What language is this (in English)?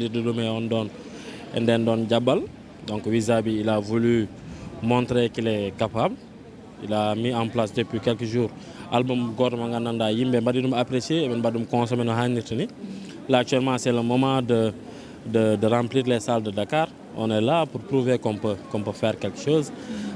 Fula